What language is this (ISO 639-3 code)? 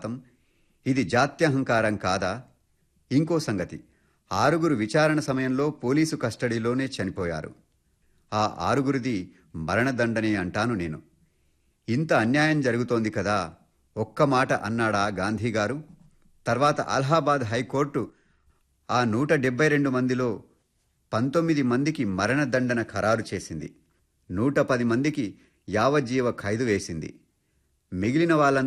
tel